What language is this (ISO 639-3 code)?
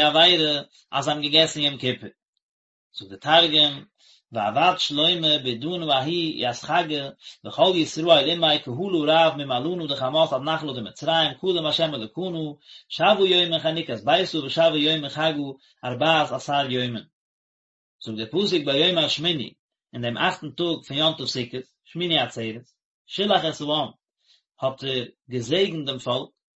yid